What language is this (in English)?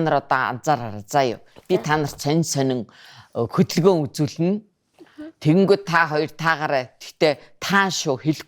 Mongolian